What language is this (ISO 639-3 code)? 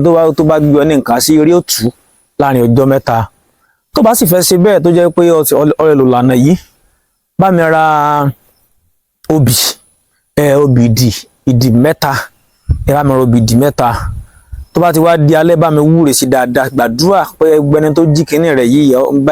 yor